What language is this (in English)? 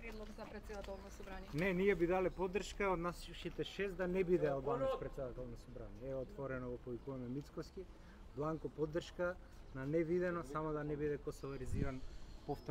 Macedonian